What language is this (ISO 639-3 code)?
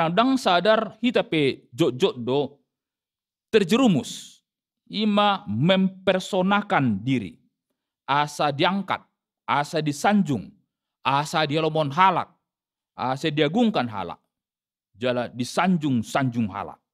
bbc